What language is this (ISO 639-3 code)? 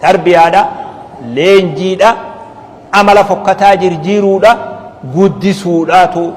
orm